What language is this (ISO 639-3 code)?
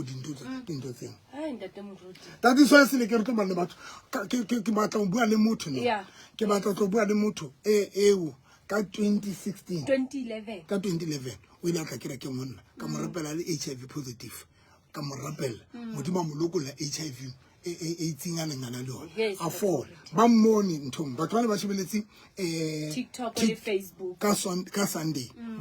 sot